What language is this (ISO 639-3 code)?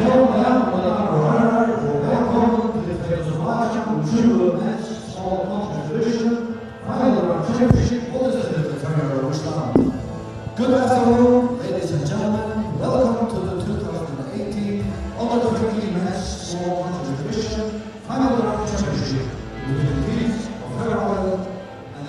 fao